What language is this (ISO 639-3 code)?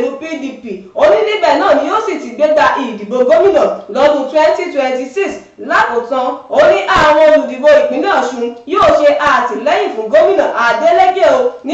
yor